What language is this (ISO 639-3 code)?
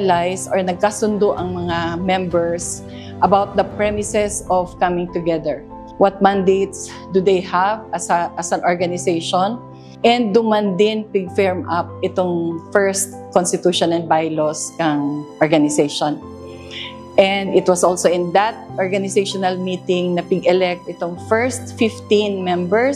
bik